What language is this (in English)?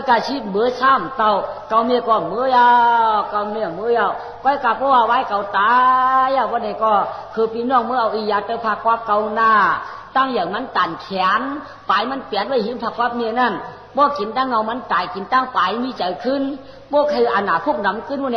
Shan